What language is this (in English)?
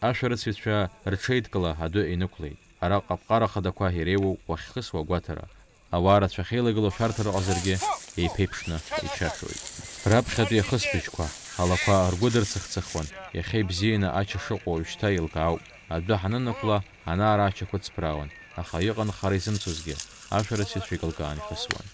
Abkhazian